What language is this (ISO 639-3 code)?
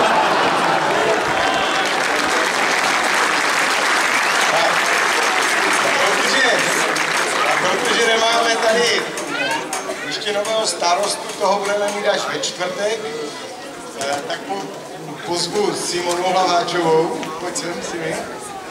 ces